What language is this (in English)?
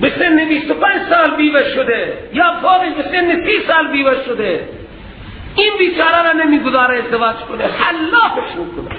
Persian